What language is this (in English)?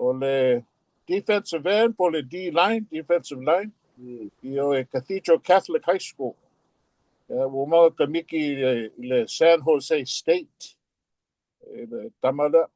Samoan